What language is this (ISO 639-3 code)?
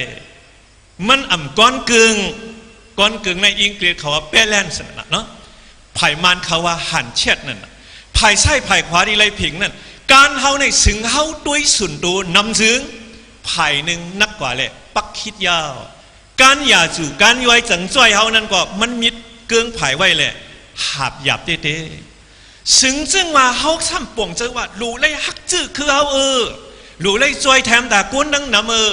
shn